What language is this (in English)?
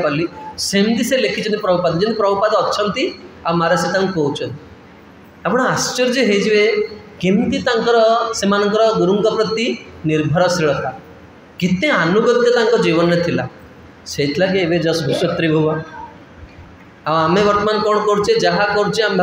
Odia